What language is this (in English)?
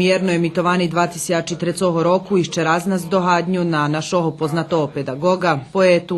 Rusyn